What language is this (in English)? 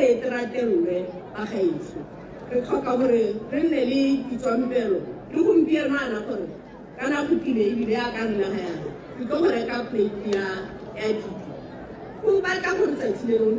Tswana